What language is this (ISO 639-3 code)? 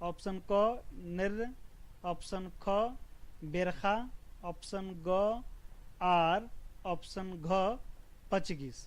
kru